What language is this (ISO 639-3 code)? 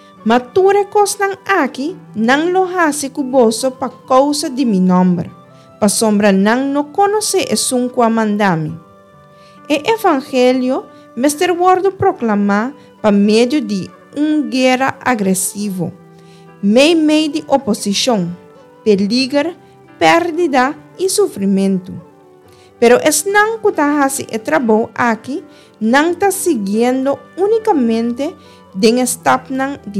pap